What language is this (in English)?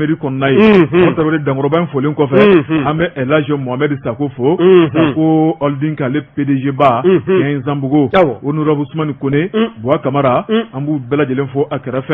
Bambara